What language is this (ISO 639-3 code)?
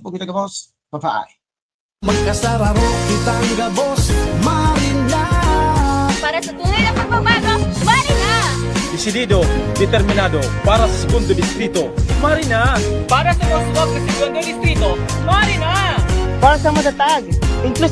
bik